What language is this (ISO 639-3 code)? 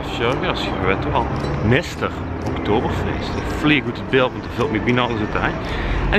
lim